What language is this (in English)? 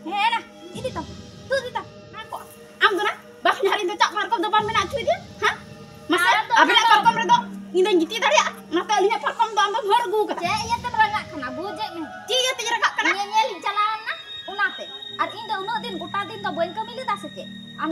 Santali